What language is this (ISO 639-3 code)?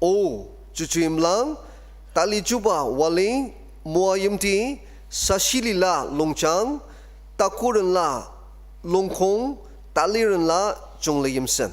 njo